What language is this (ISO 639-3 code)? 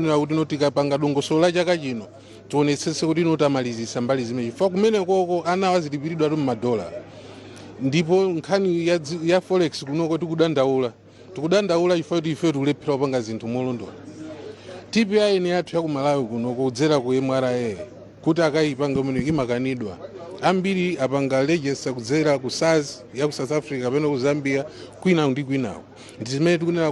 nya